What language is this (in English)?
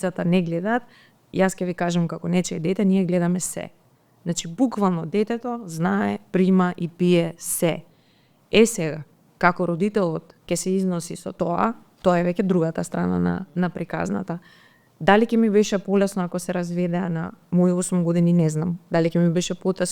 Macedonian